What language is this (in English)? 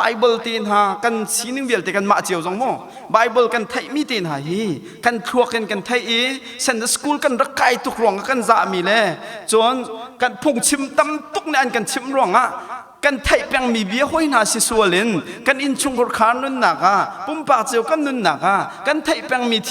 Hakha Chin